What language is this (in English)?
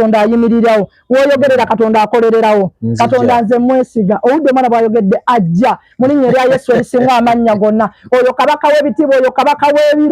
Ganda